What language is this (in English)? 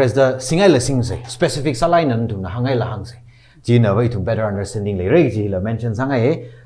Tangkhul Naga (India)